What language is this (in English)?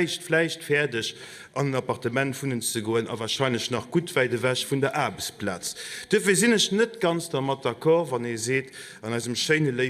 Luxembourgish